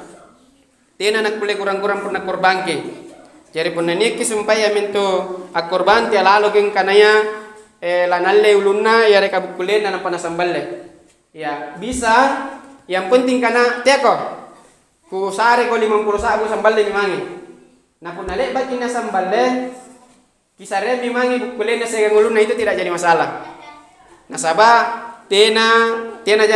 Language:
Makasar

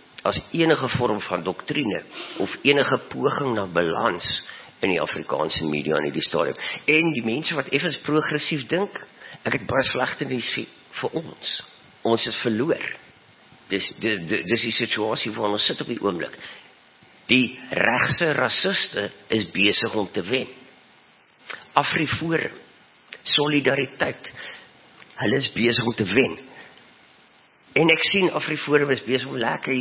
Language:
Afrikaans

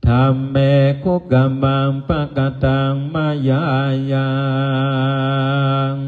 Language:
Pali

